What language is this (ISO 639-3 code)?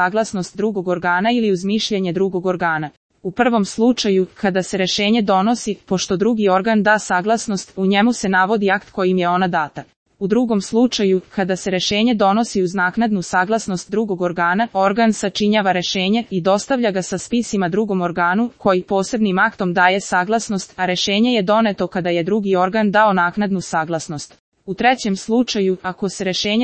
srp